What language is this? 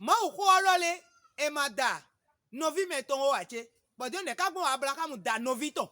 Fon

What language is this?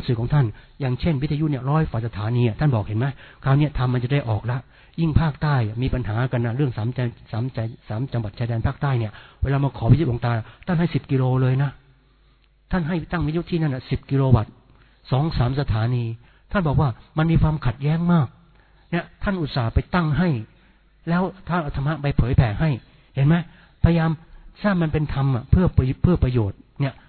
Thai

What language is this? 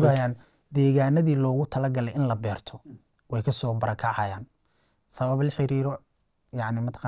Somali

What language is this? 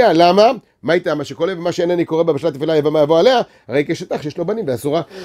Hebrew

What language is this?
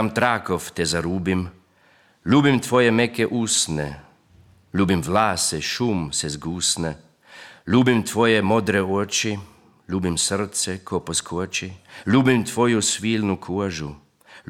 Croatian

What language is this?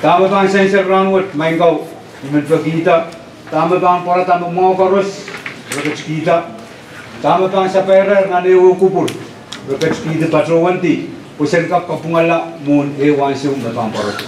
Pohnpeian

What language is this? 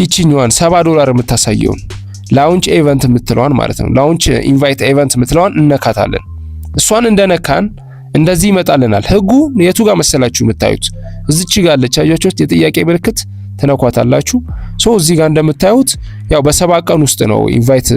Amharic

